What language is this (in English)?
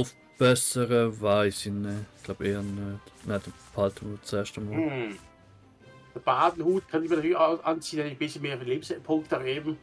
Swiss German